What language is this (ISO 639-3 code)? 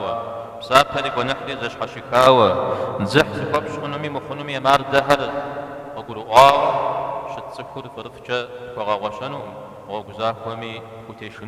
kbd